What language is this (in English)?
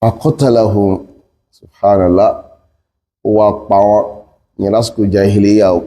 Yoruba